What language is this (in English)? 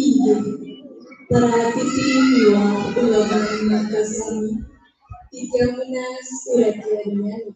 Balinese